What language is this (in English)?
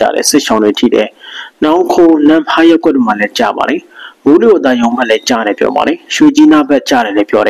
Burmese